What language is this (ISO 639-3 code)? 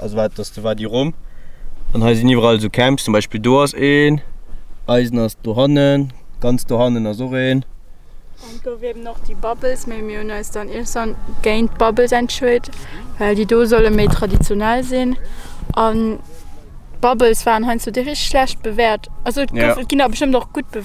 ltz